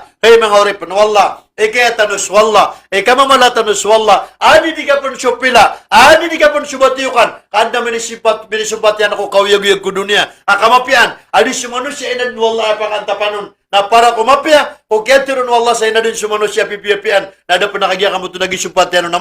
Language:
Maranao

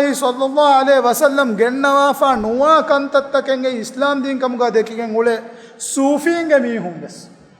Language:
Divehi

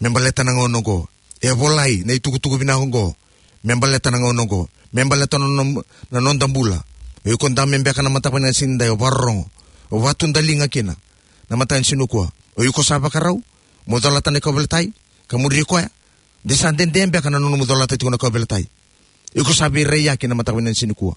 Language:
Fijian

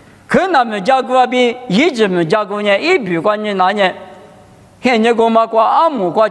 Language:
Lisu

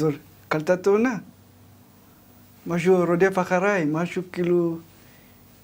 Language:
Hebrew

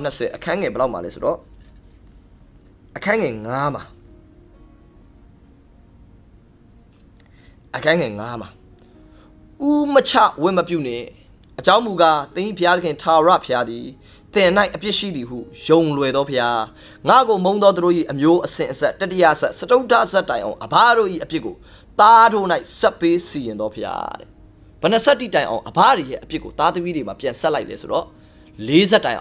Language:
Burmese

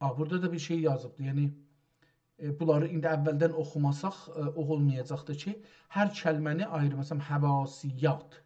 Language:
South Azerbaijani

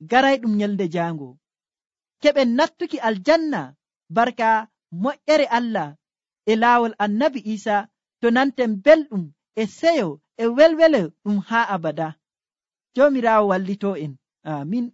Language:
Nigerian Fulfulde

